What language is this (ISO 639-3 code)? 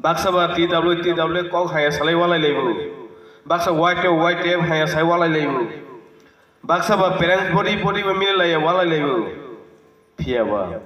trp